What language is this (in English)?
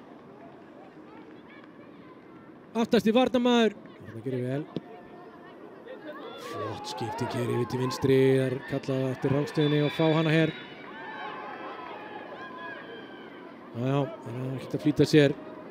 Icelandic